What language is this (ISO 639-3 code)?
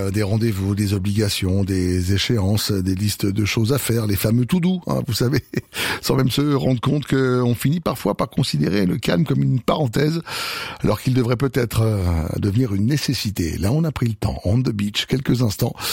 fra